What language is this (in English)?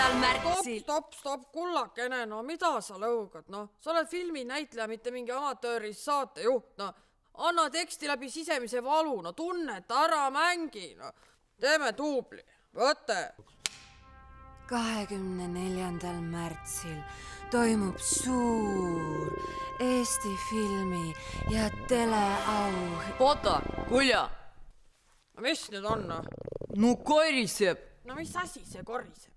Estonian